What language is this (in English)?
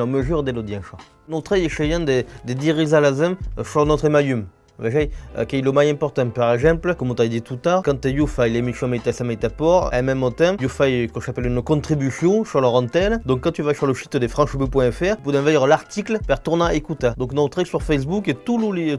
Occitan